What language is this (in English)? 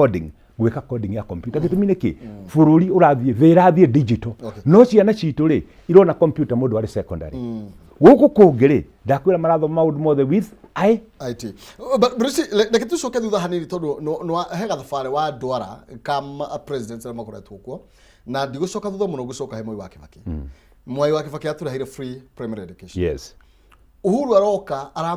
Kikuyu